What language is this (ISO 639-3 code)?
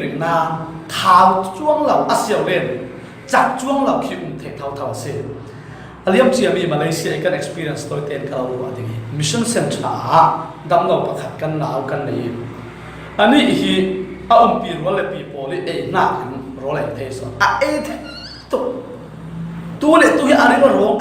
cfm